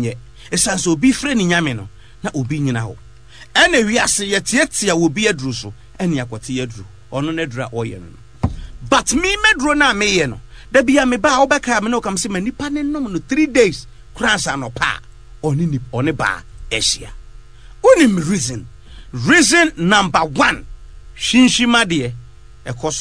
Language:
Akan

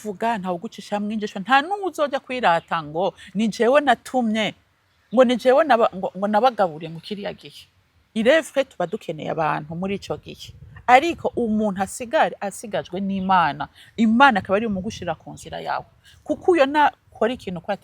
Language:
Rundi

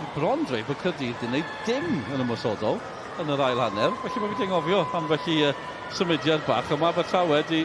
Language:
Welsh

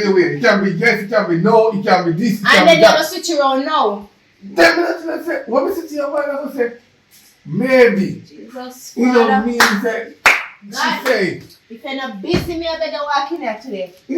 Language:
Jamaican Creole English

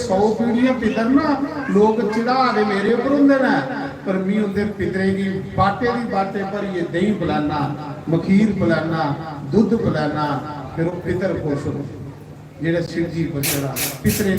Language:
Dogri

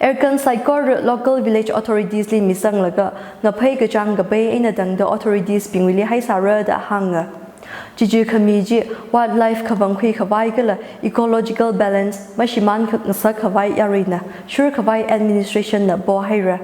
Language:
Tangkhul Naga (India)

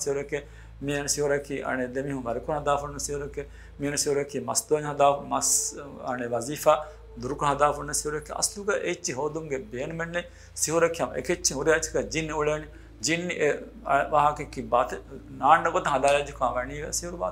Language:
Divehi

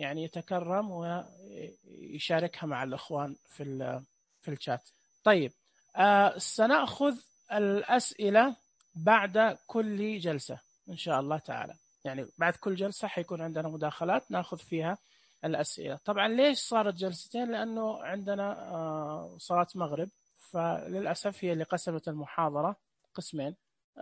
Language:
Najdi Arabic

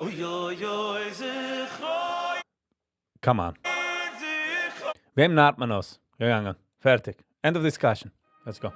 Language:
Yiddish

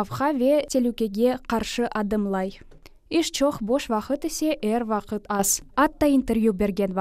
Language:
Crimean Tatar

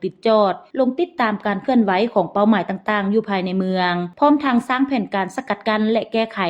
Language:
Lao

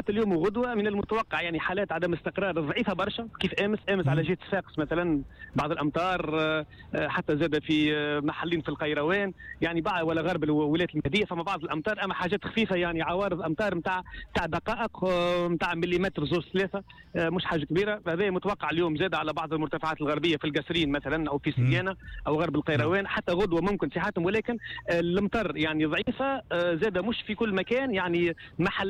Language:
Tunisian Arabic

